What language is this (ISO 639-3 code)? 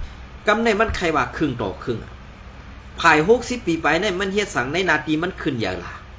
shn